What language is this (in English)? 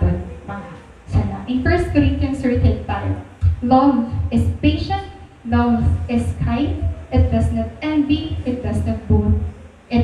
Waray